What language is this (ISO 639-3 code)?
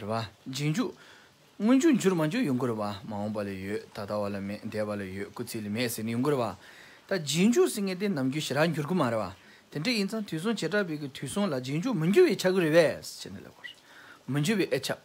bod